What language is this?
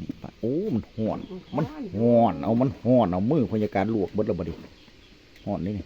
Northeastern Thai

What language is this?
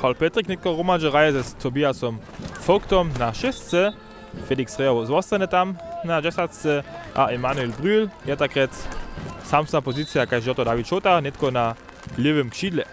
Upper Sorbian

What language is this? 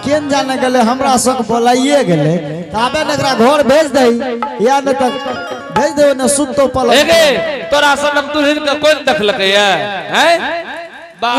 Angika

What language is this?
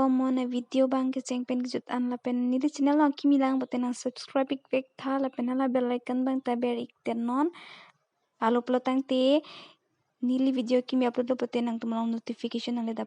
Karbi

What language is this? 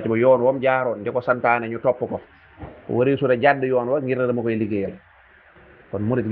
Wolof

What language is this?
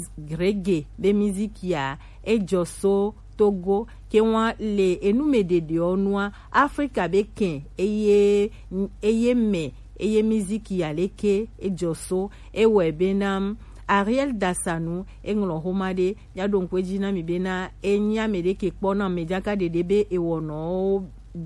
Gen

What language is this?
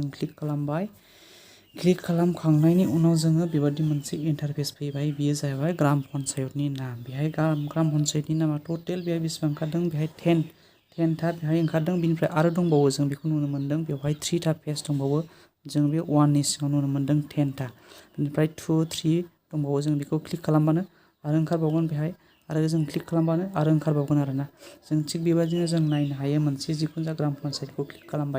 Bodo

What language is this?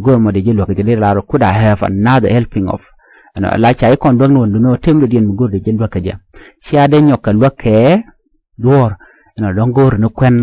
Nuer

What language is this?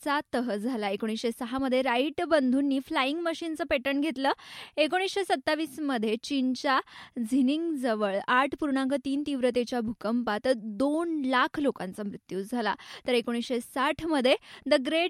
Marathi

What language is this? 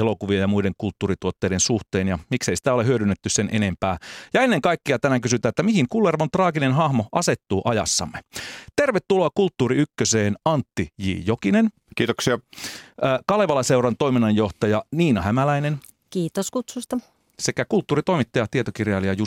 Finnish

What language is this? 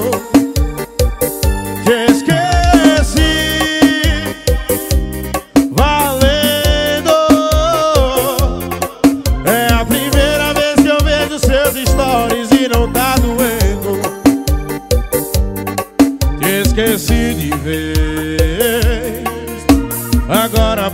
Portuguese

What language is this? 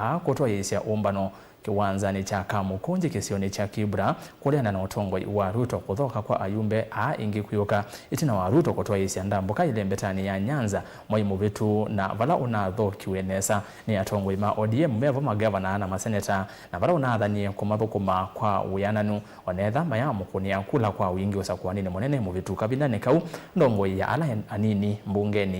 Kamba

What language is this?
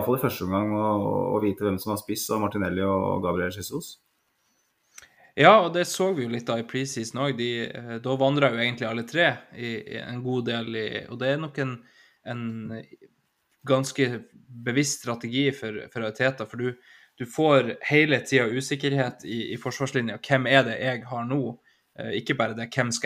Norwegian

